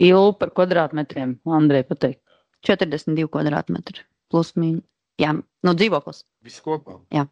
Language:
Latvian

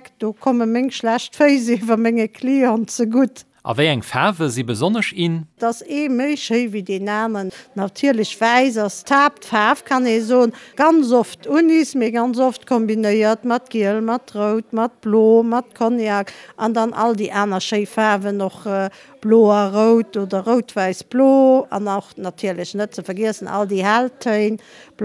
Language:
Luxembourgish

